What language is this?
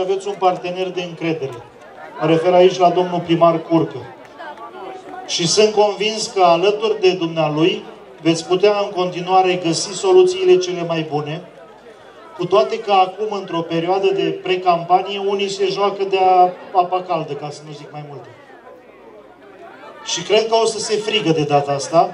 Romanian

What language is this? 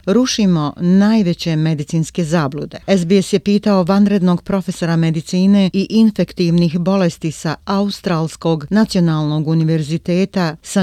Croatian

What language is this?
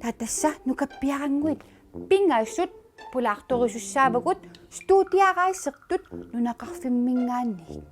Kalaallisut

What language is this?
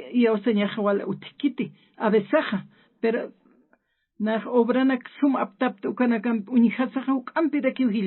Aymara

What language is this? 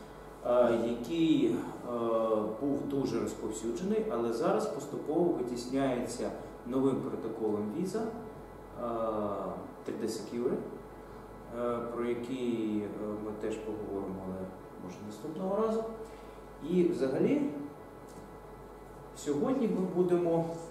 Ukrainian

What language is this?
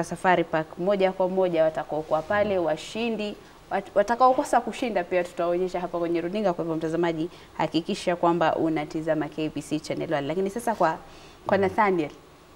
Swahili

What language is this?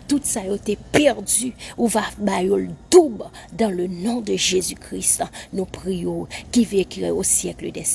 Haitian Creole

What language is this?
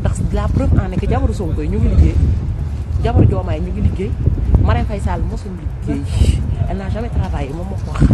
Wolof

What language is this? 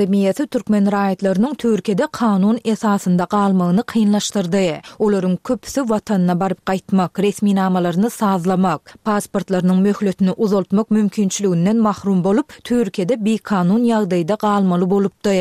Turkmen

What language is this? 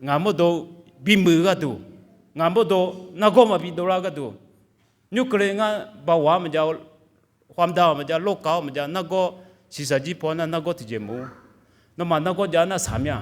Akha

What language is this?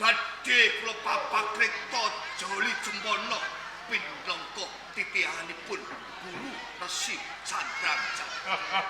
Javanese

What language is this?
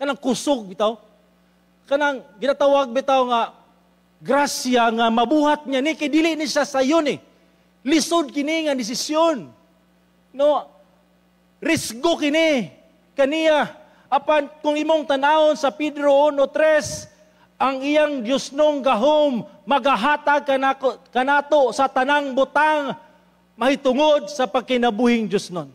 Cebuano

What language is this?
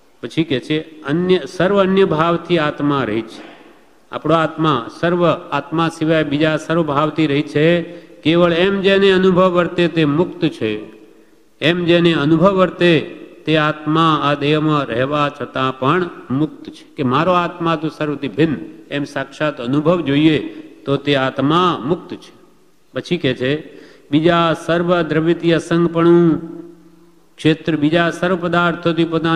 Gujarati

